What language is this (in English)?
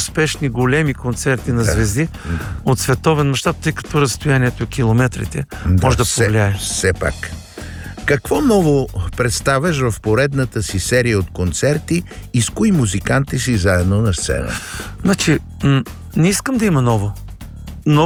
Bulgarian